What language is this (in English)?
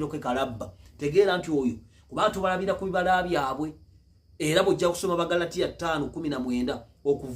Ganda